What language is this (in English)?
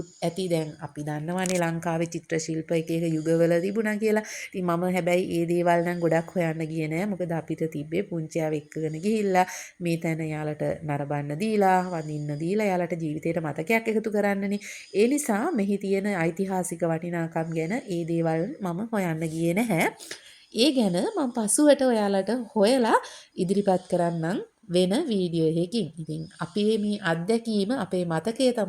Sinhala